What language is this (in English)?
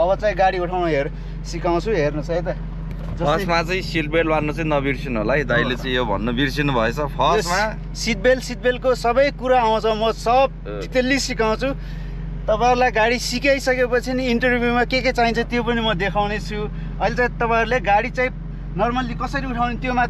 Nepali